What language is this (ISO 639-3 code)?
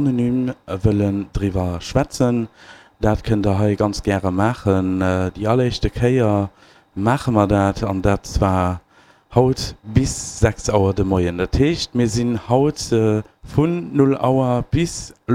ltz